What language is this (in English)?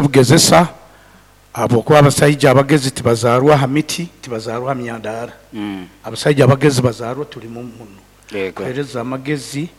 Nyankole